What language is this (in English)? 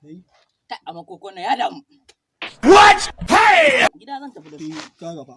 Hausa